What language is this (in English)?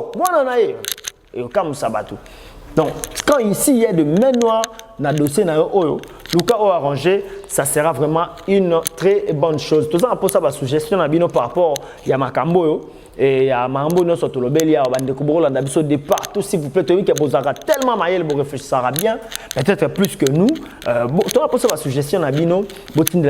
Lingala